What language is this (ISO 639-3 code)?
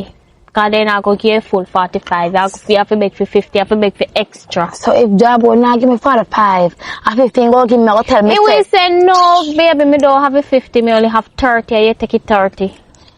jam